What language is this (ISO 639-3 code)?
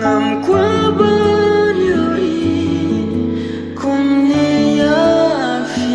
kha